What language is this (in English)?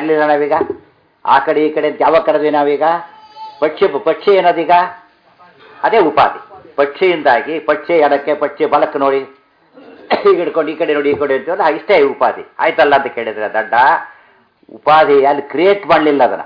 Kannada